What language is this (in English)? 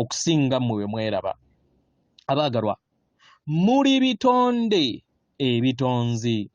Ganda